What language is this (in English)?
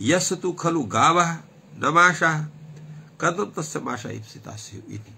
Sanskrit